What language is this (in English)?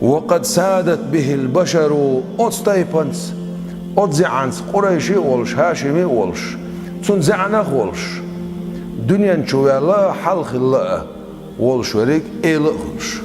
Chechen